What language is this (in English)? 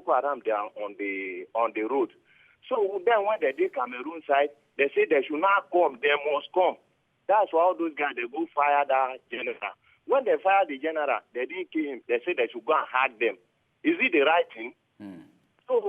Nigerian Pidgin